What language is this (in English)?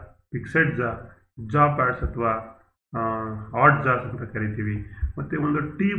Kannada